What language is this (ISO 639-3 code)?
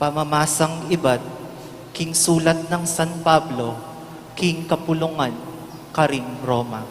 pam